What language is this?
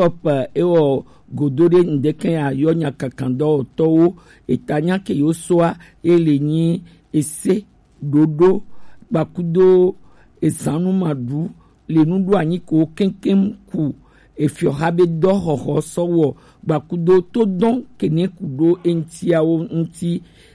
Gen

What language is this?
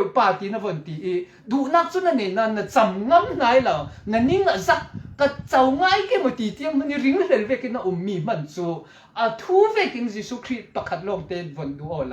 Falam Chin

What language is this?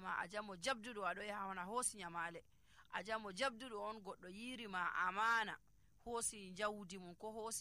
Nigerian Fulfulde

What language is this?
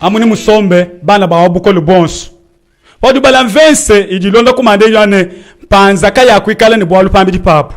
Luba-Lulua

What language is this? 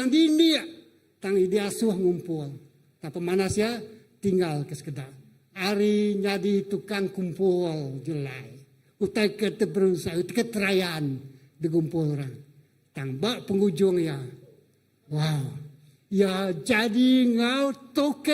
Iban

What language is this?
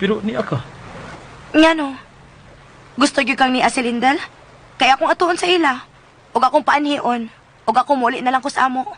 Cebuano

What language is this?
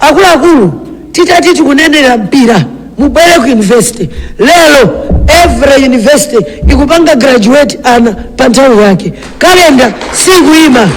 Nyanja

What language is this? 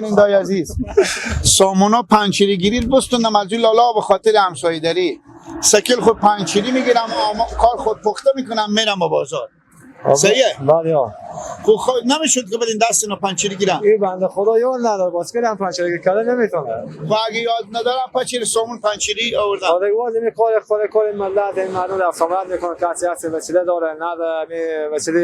Persian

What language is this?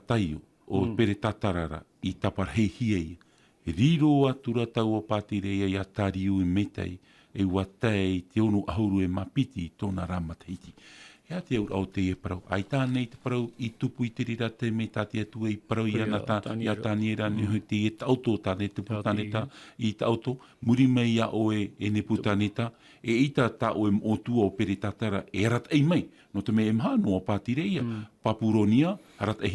Tahitian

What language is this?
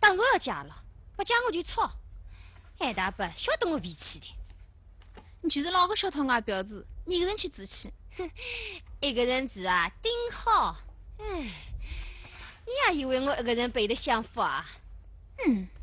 Wu Chinese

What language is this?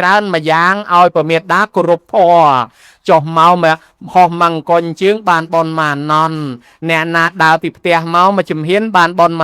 Khmer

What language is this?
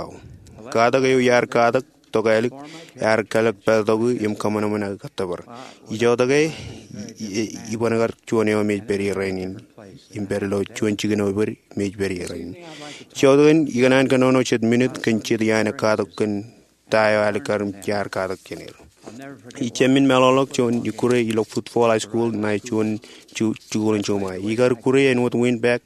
Marshallese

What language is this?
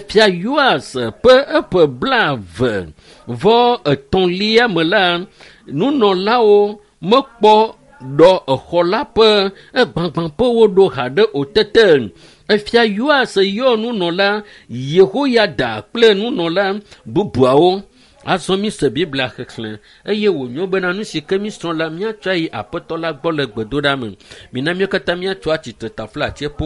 Ewe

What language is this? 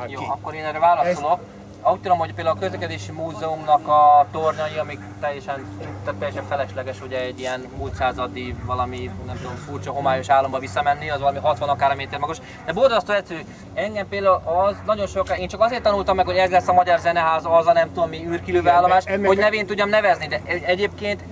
Hungarian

